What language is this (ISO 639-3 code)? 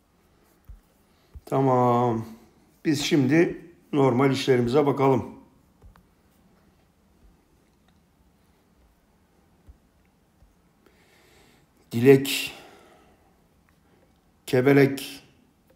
tur